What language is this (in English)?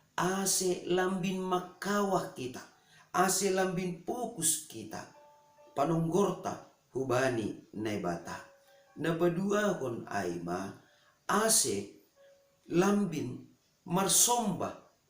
Batak Simalungun